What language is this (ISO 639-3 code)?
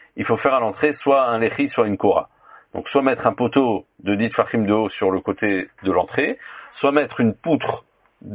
fra